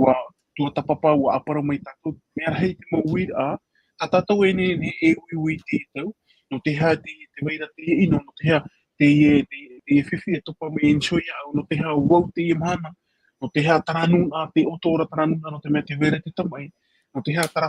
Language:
Tahitian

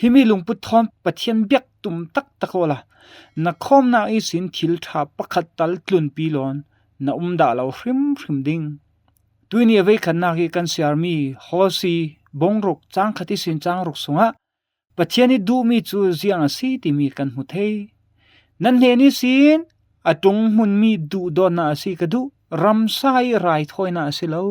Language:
Falam Chin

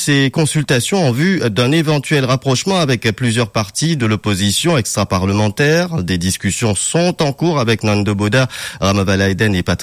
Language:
French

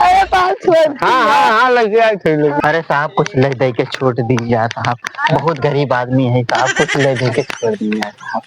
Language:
Awadhi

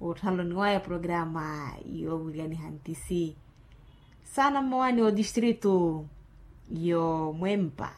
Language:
Makhuwa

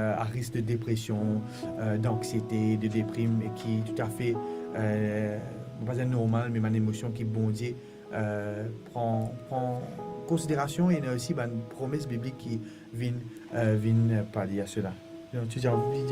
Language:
Morisyen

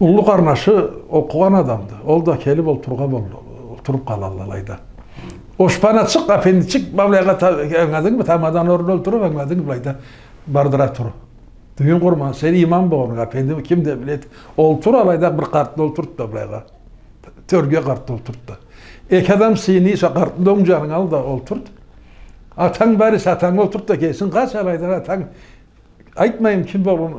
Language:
Karachay-Balkar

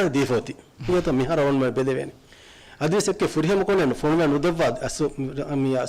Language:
Divehi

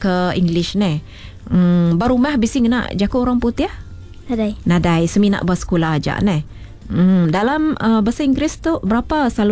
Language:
Iban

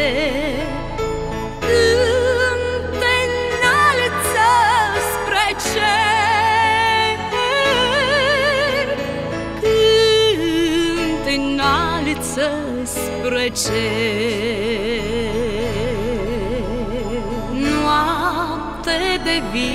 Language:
Romanian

